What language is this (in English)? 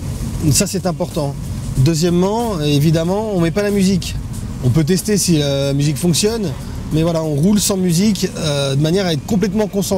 French